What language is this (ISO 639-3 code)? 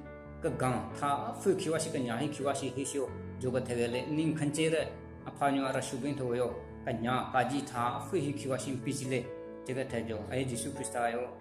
nre